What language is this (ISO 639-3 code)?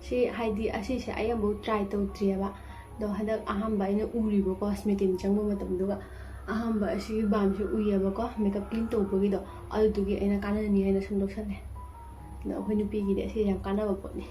mni